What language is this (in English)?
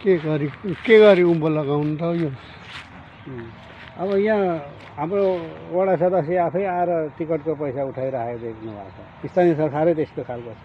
Nepali